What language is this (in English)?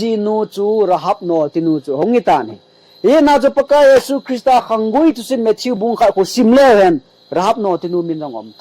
Thado Chin